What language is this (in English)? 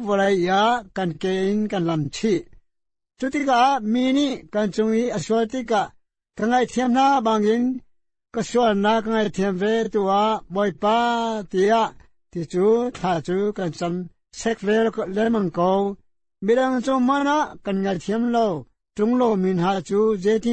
Hakha Chin